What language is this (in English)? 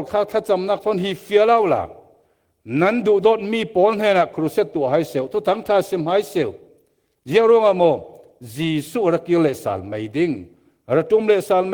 Falam Chin